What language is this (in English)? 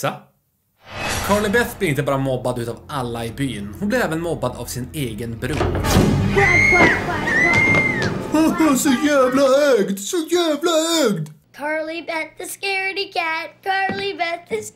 Swedish